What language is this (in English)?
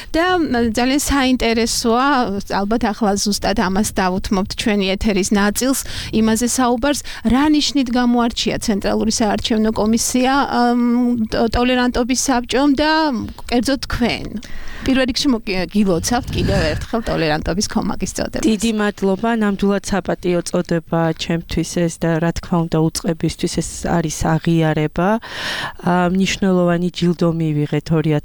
Georgian